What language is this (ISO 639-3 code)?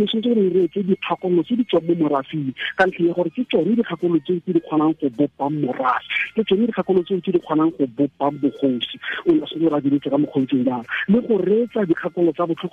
tsn